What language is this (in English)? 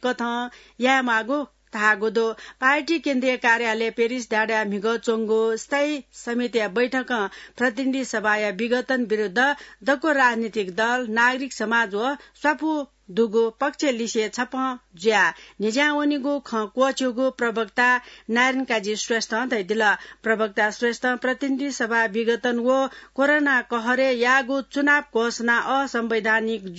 Newari